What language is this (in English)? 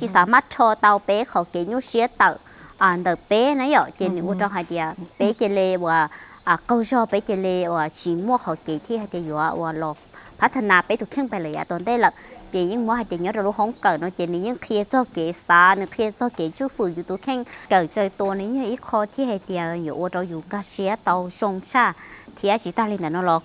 Hmong